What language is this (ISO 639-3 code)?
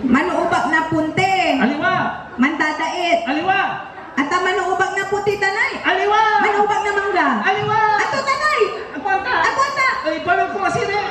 pag